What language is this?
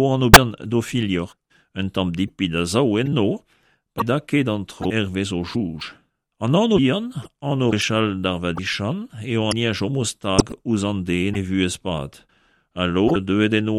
Breton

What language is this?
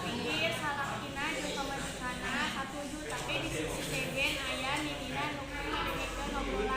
Sundanese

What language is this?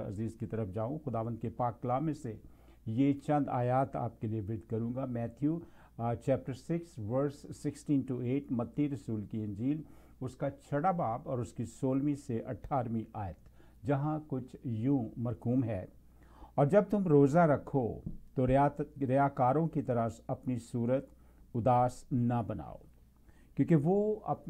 Urdu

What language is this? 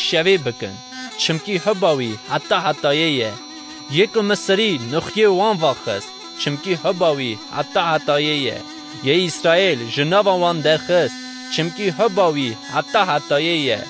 Kurdish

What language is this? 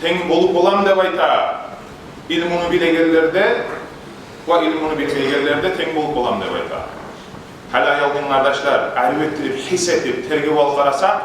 Kumyk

